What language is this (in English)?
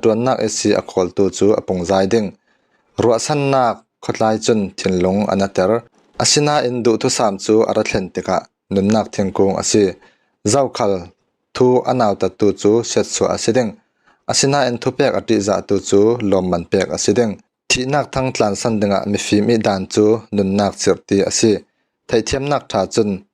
Falam Chin